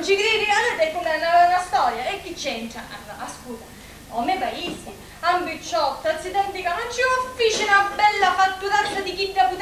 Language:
Sicilian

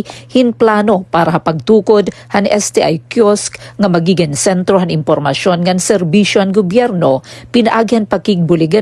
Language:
Waray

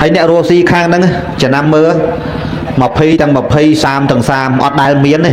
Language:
Khmer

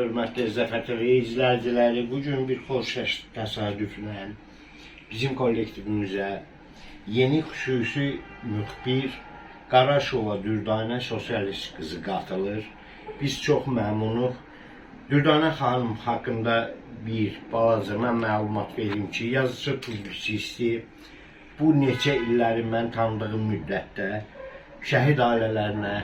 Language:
Azerbaijani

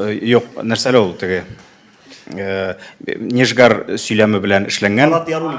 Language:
Tatar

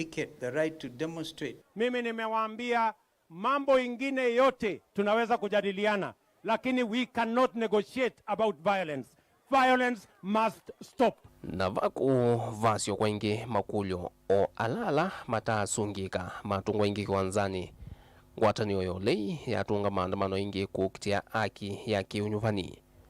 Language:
Kamba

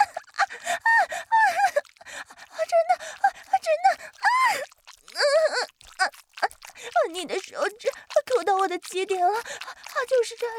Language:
Chinese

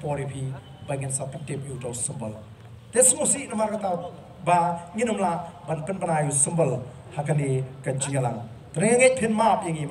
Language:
Khasi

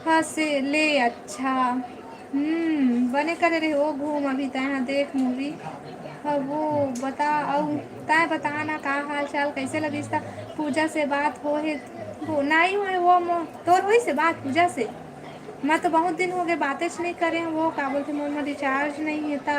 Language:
Chhattisgarhi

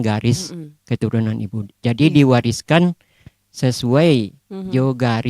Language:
Minangkabau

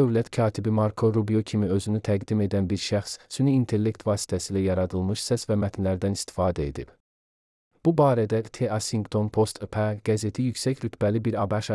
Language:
Azerbaijani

